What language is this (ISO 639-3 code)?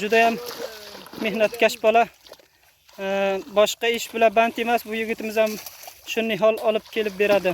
uzb